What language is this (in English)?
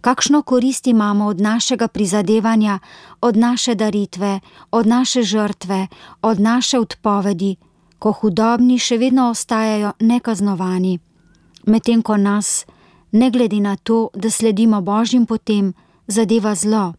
Slovenian